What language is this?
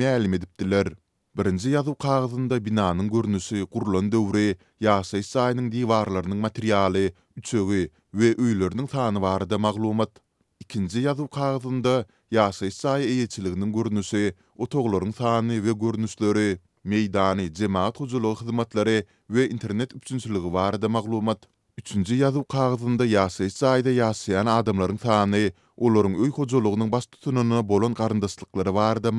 Turkmen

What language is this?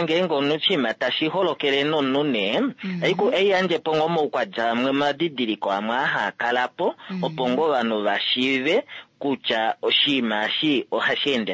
Kuanyama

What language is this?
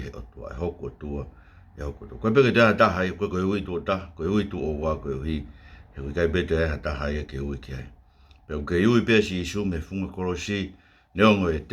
Tongan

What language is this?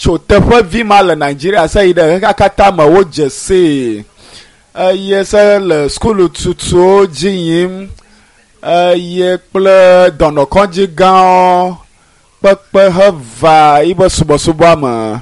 Ewe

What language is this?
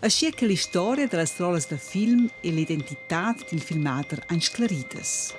Romansh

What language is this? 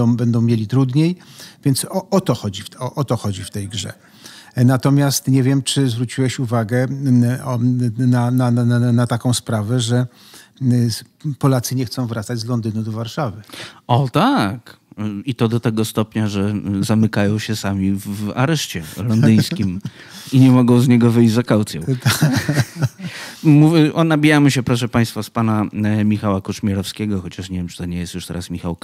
Polish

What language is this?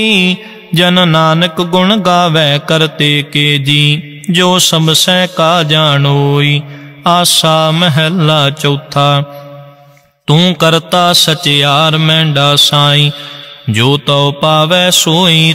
Punjabi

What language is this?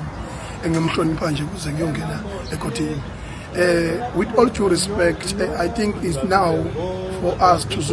Zulu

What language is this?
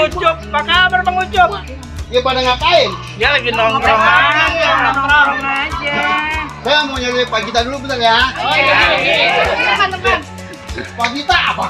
Betawi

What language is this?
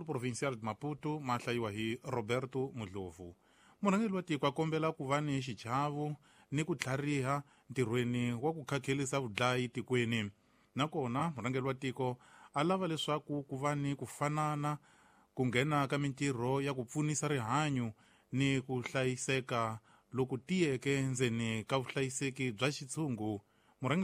Tsonga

